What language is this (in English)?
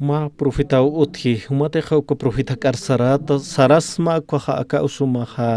Aymara